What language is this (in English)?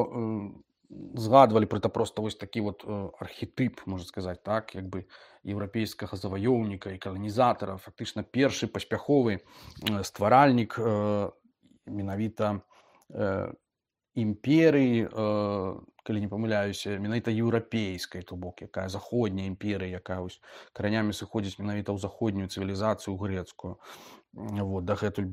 Belarusian